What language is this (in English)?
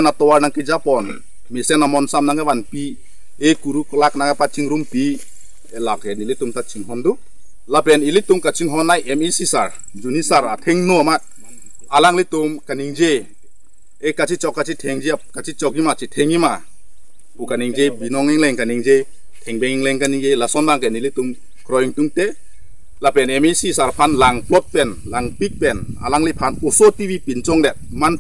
Karbi